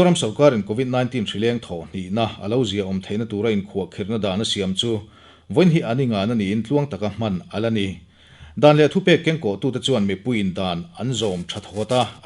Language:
Mizo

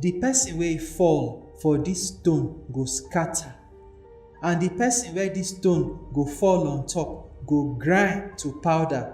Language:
Nigerian Pidgin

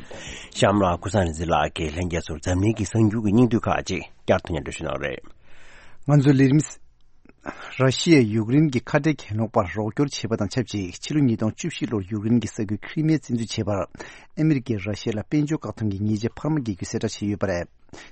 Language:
Tibetan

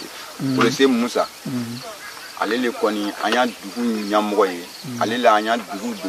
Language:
Bambara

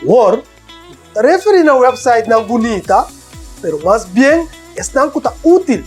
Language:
Papiamento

